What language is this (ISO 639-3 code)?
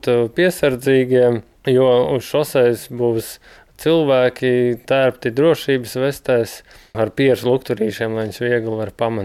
lav